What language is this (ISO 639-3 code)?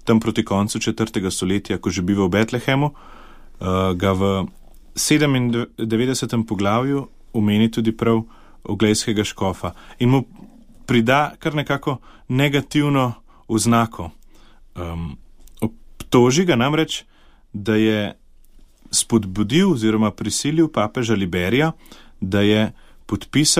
slv